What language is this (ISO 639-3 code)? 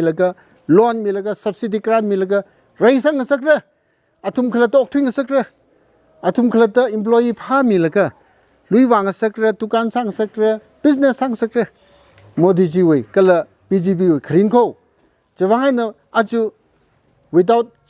nmf